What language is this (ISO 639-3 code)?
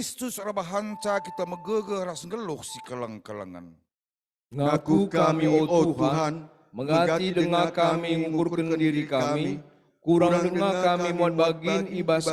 btx